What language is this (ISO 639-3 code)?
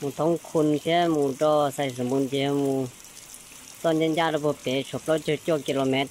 hmn